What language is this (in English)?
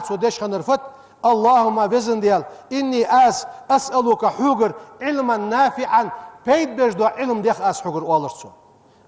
Ingush